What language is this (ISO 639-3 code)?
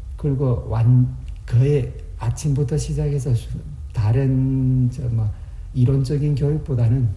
kor